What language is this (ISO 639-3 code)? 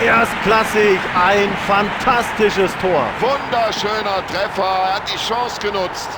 bar